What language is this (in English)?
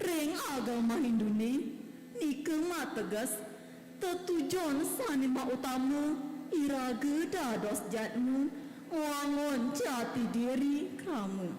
Balinese